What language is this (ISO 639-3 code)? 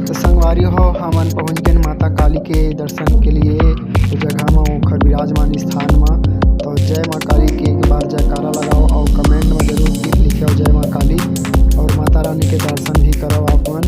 hne